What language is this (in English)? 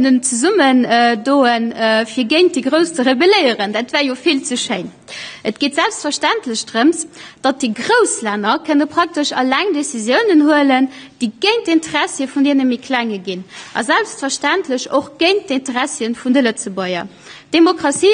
Luxembourgish